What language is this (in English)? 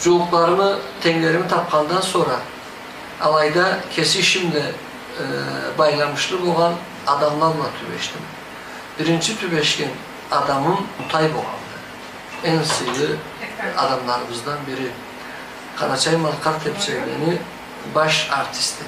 Karachay-Balkar